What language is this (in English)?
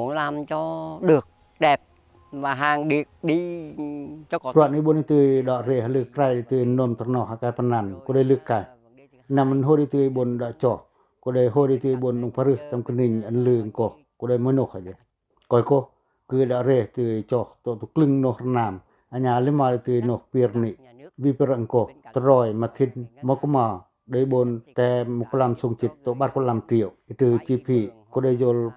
Pacoh